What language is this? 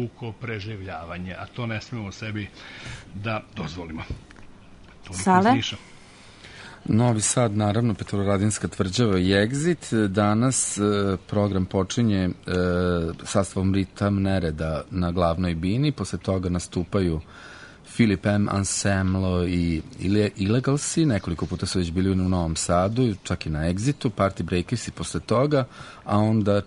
Serbian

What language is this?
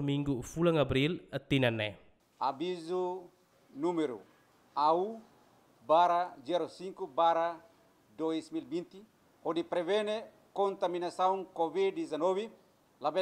Tetum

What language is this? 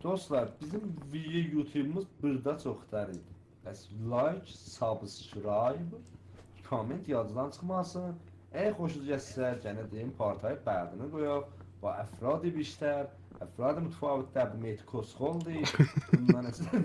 South Azerbaijani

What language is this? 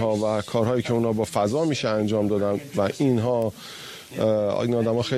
Persian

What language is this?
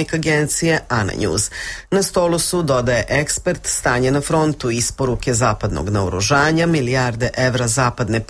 Serbian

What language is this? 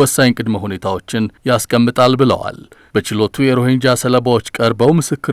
Amharic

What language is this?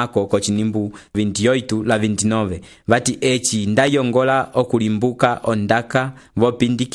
Umbundu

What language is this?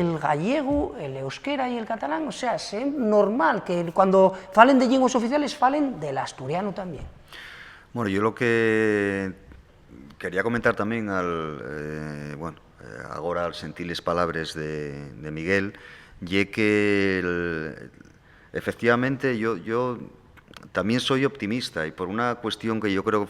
Asturian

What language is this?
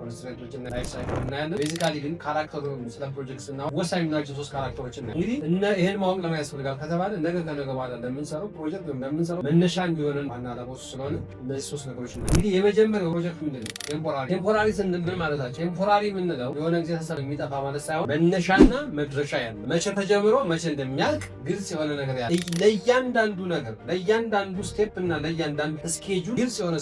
Amharic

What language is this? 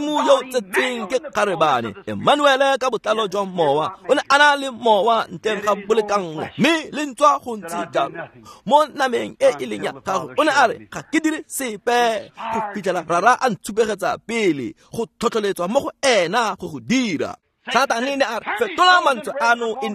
Tswana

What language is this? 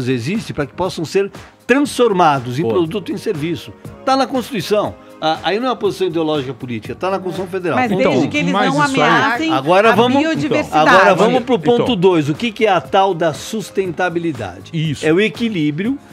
Portuguese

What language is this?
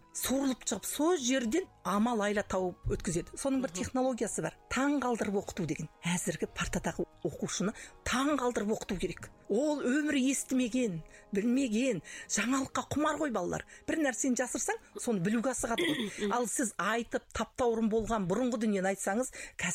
Kazakh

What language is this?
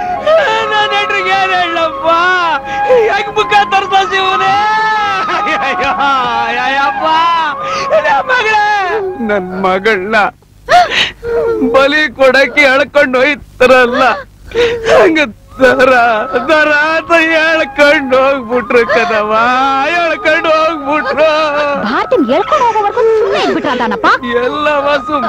Kannada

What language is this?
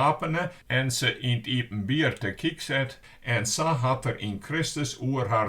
Western Frisian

